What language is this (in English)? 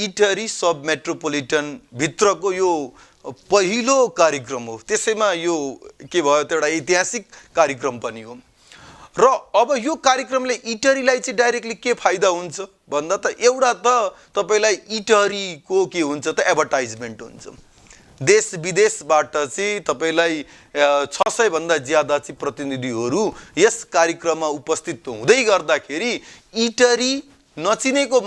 Nepali